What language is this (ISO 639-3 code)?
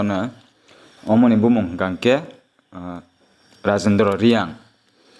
trp